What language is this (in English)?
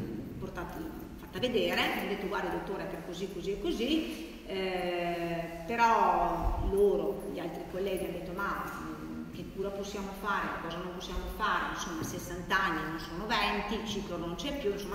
Italian